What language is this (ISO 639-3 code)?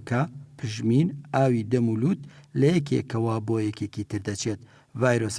ckb